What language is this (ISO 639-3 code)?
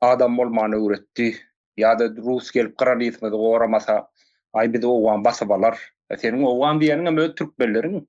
tuk